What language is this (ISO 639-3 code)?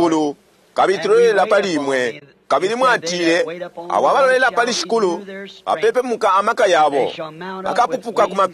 bem